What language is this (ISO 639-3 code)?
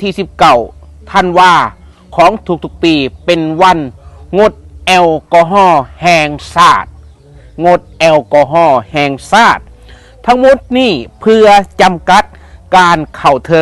lao